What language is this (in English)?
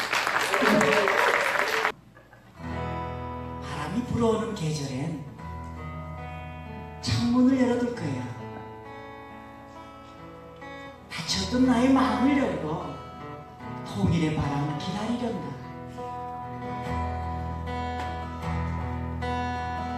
Korean